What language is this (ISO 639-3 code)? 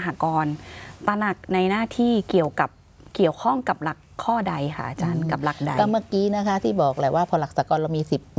tha